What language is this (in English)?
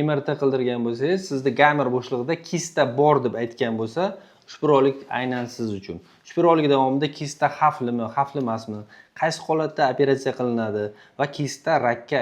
Uzbek